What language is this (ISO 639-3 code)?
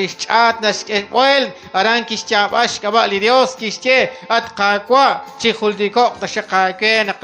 kek